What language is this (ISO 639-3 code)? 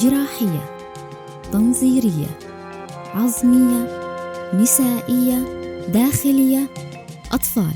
apc